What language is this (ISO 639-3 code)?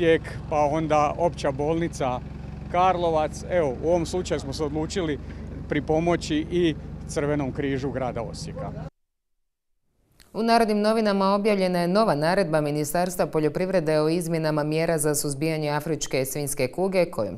hrv